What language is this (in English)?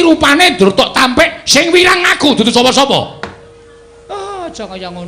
Javanese